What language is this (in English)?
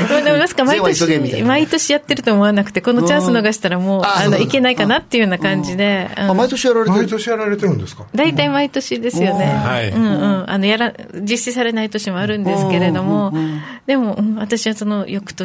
Japanese